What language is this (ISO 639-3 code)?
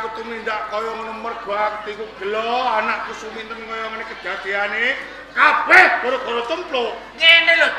jav